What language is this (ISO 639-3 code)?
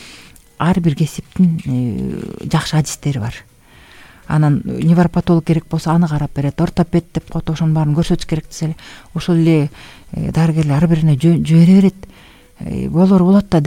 kir